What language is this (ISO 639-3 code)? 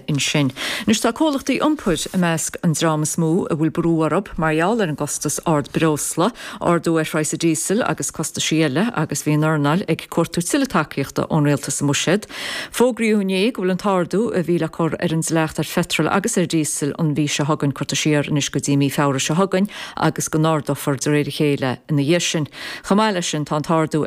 gle